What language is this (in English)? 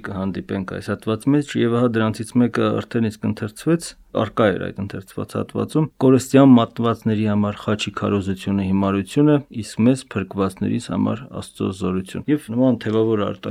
Armenian